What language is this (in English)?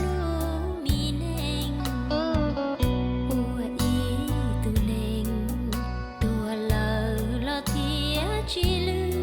Hmong